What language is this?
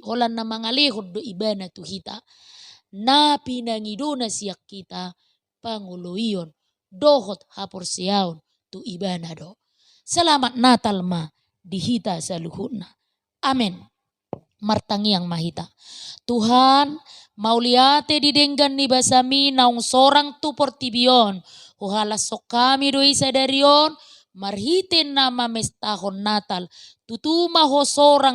Batak Toba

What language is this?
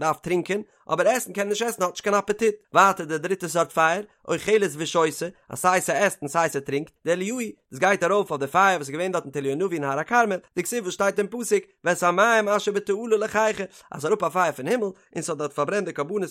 Yiddish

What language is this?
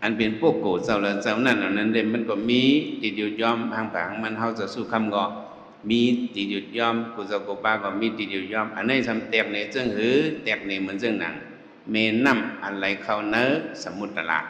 Shan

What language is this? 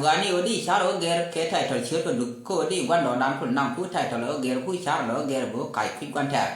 Nuer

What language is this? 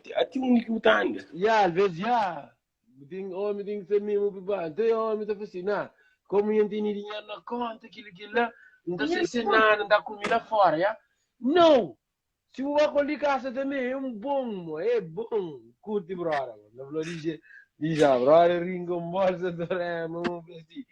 Kabuverdianu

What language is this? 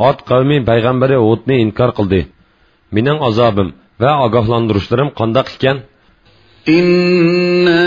Uyghur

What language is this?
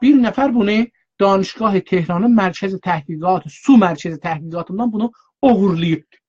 South Azerbaijani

